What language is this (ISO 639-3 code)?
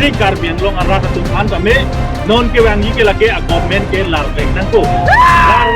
mjw